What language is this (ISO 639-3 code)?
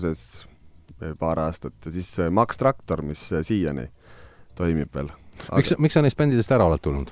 est